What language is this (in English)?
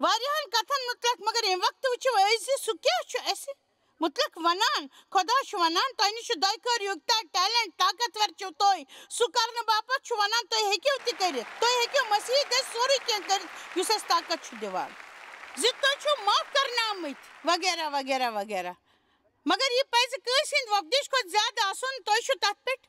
Kashmiri